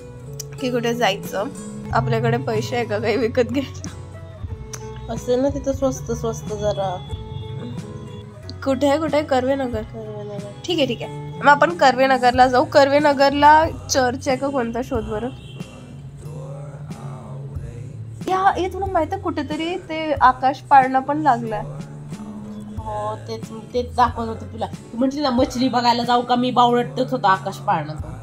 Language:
Marathi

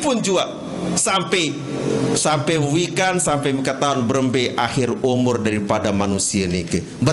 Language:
Sasak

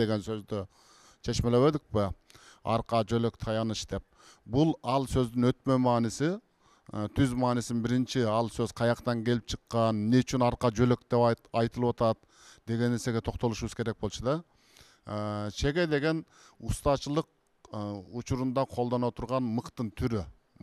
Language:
Kyrgyz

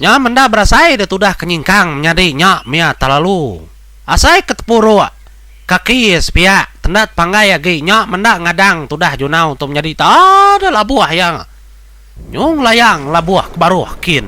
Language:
Iban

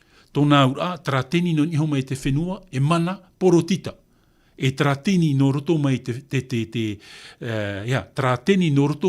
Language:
Tahitian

